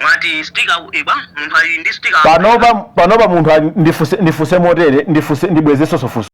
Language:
Nyanja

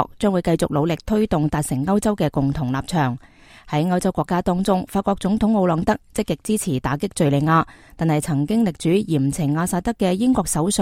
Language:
Cantonese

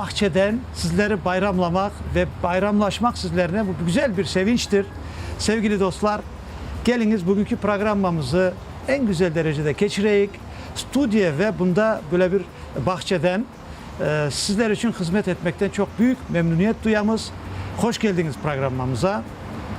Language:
Crimean Tatar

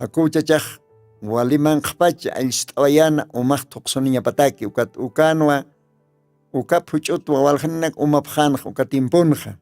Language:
Aymara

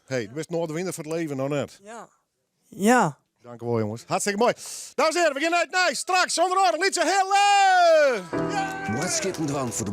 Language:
Western Frisian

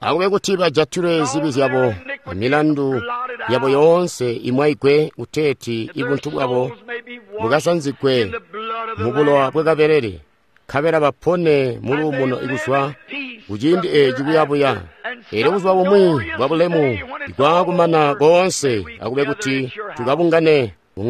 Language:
Tonga (Zambia)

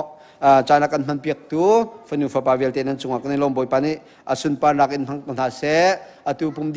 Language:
Hakha Chin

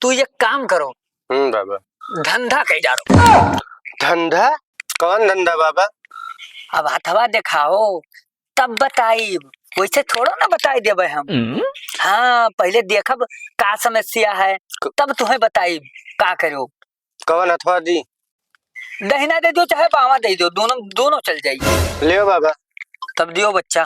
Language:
Awadhi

